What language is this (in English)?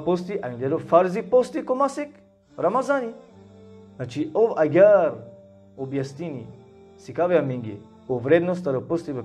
Balkan Romani